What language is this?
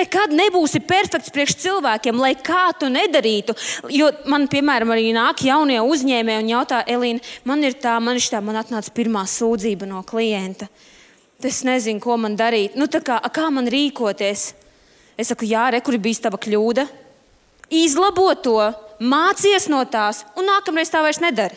Latvian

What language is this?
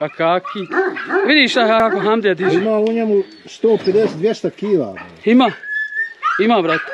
Bosnian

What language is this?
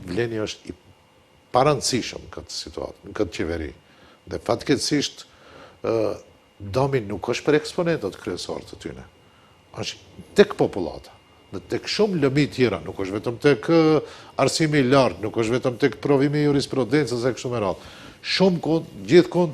Albanian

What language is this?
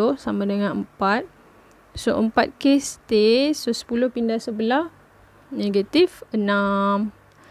Malay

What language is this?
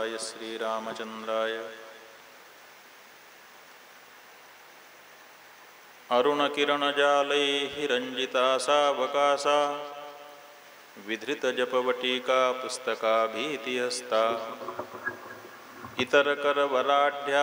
Hindi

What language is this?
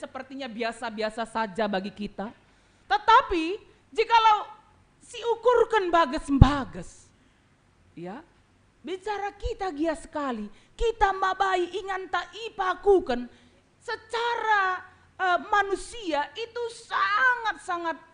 Batak Karo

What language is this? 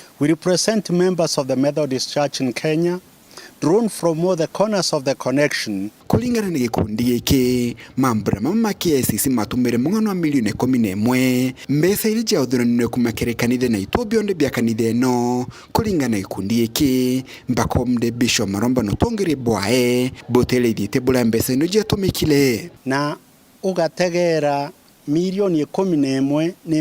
Meru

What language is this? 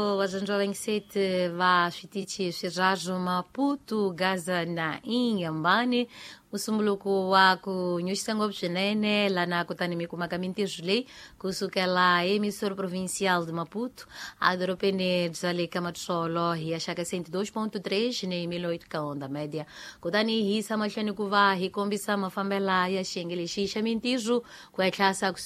Tsonga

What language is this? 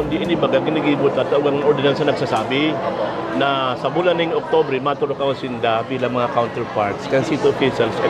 Bikol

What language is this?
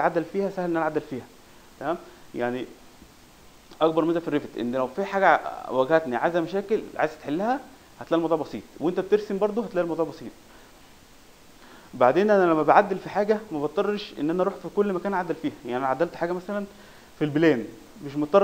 Egyptian Arabic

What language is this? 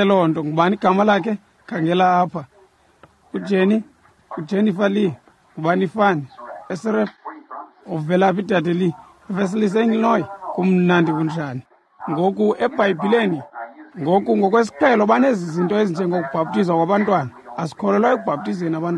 Xhosa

